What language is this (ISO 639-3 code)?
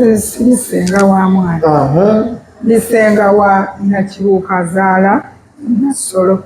lug